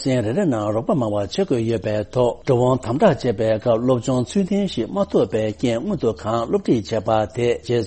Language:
Tibetan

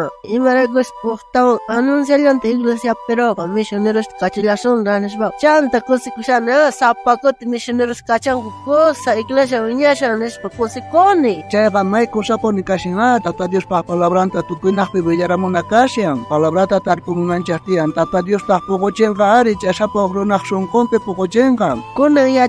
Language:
South Bolivian Quechua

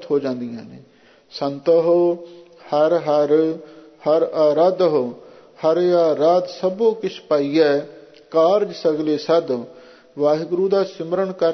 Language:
Punjabi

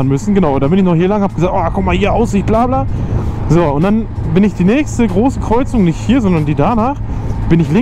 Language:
German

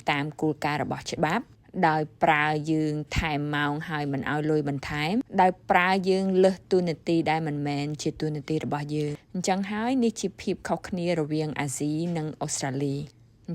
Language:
Khmer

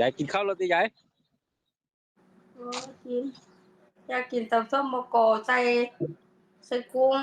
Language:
Northeastern Thai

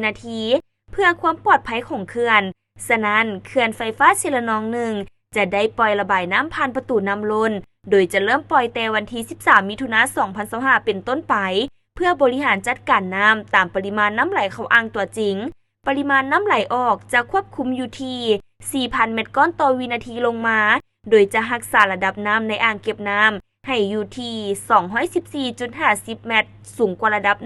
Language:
Lao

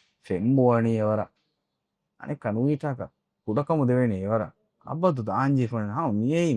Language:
Divehi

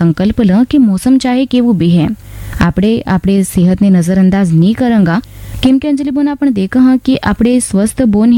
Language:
Gujarati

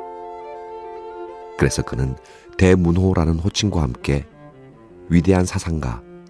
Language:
Korean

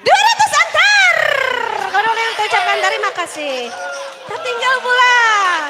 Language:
Banjar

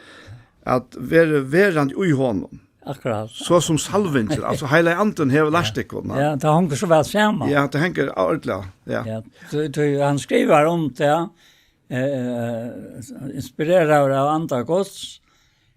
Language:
Faroese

